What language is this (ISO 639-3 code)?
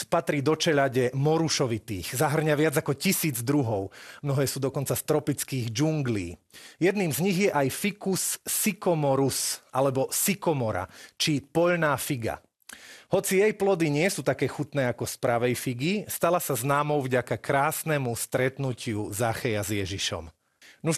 slk